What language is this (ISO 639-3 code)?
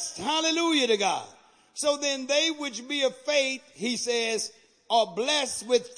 eng